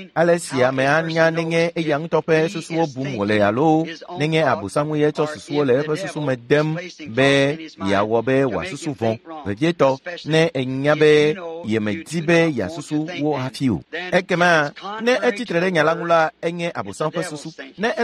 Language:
Ewe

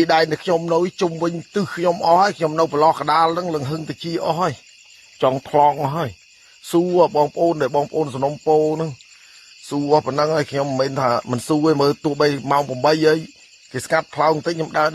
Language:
Khmer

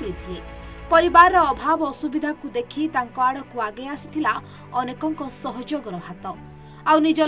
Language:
Odia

